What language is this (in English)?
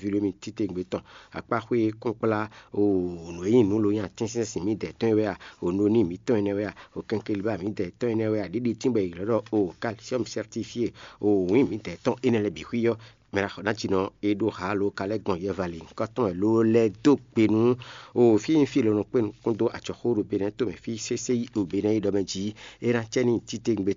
Fon